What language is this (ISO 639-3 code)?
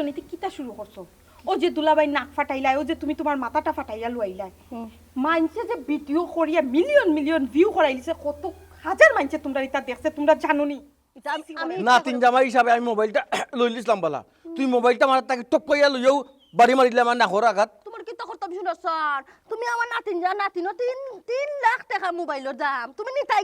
syl